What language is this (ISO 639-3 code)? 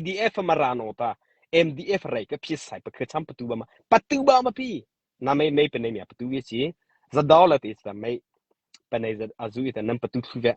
mrh